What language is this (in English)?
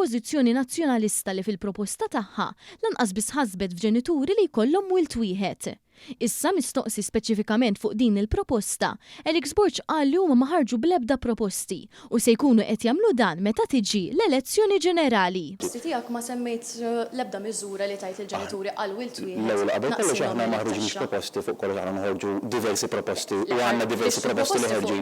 Maltese